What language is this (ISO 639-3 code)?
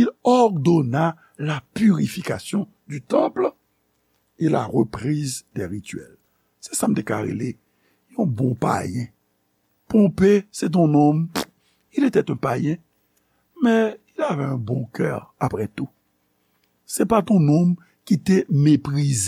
hat